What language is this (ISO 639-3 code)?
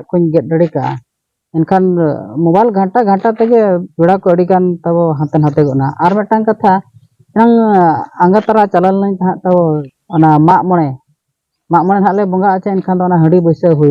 sat